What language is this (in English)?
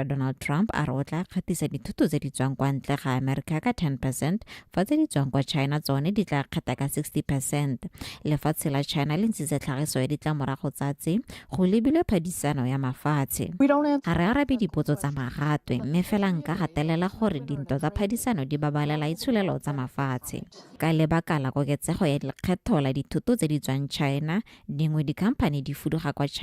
Tswana